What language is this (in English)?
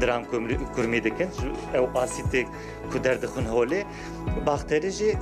Kurdish